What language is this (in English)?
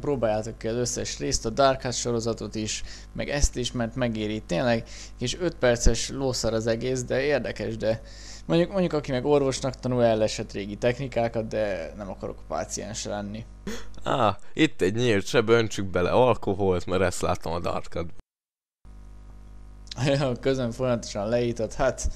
Hungarian